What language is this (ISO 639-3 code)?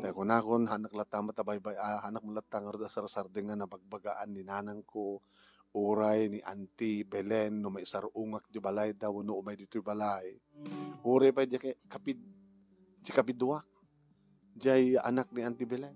ilo